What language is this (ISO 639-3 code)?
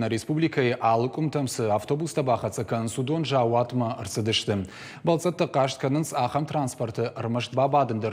oss